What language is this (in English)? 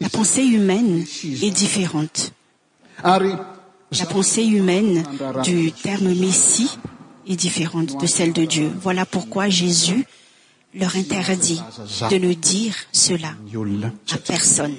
French